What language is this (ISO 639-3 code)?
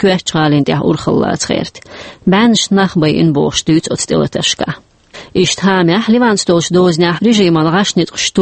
che